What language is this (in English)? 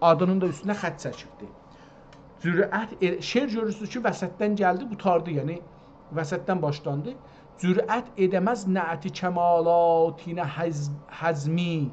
South Azerbaijani